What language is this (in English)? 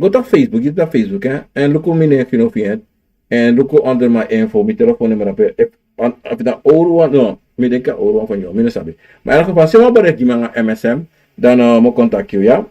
Sranan Tongo